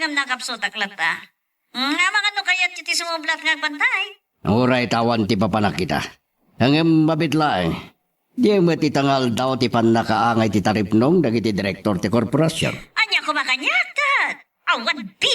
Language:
Iloko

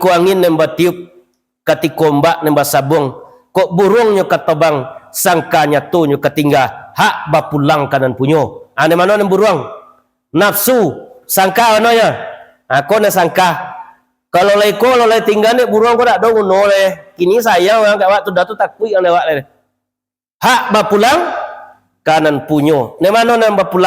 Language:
Minangkabau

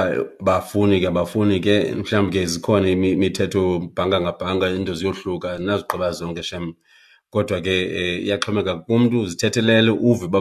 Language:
Xhosa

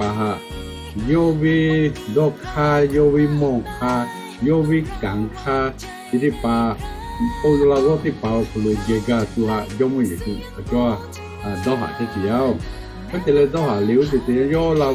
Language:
Lahu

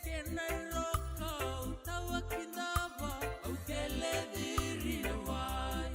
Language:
Fijian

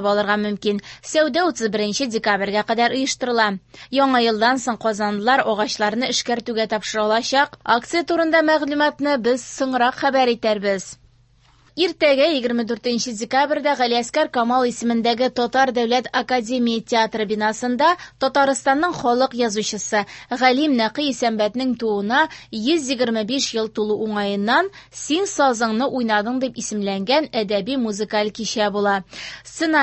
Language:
Tatar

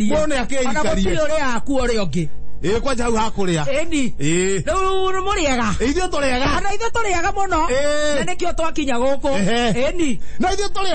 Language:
Kikuyu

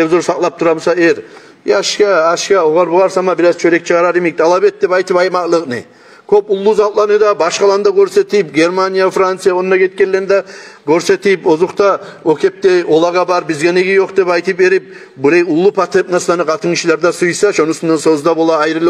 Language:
Kumyk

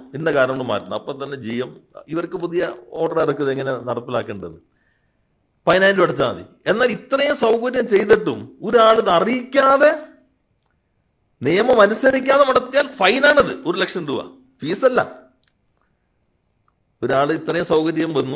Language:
Malayalam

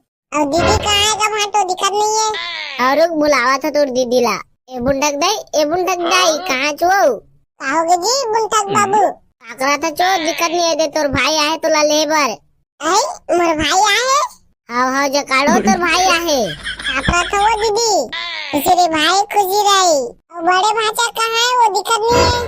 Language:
Chhattisgarhi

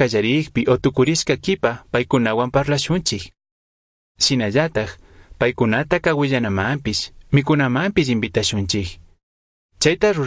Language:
Chimborazo Highland Quichua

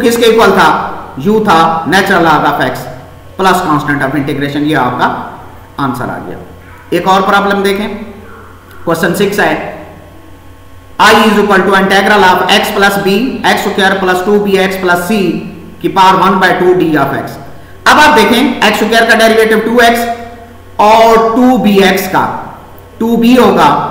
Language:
Hindi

